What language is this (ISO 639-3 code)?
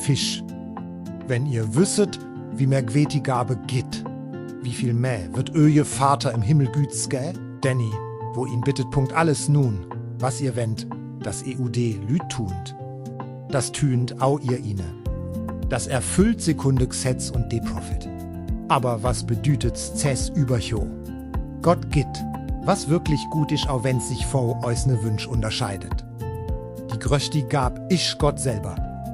gsw